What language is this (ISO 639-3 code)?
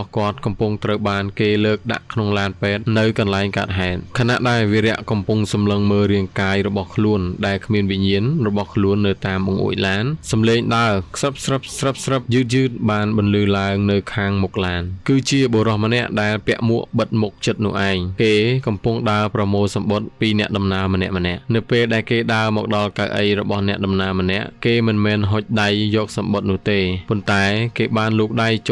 khm